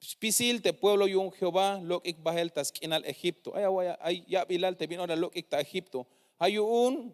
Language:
Tzeltal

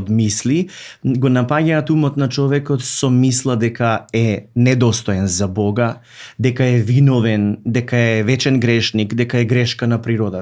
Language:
Macedonian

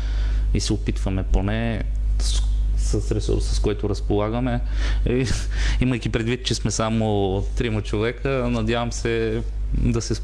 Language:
Bulgarian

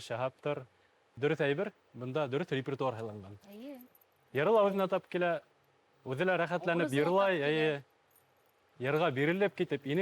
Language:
Bashkir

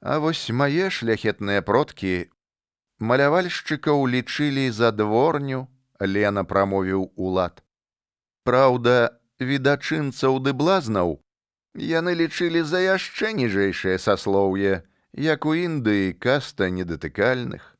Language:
Belarusian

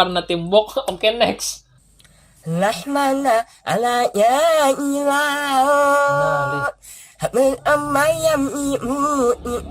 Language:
Banjar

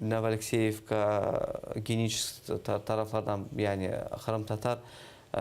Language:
Crimean Tatar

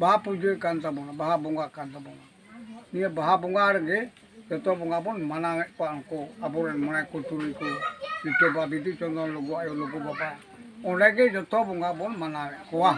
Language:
Santali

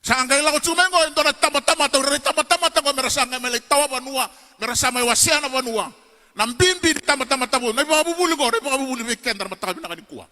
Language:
Fijian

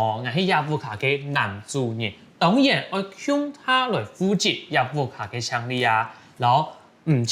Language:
Hakka Chinese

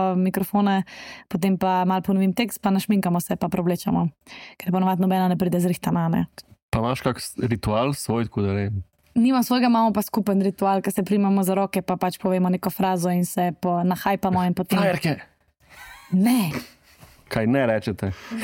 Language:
Slovenian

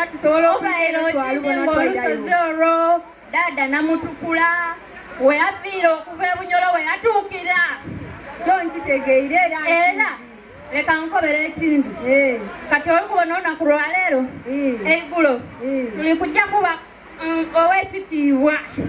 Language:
Soga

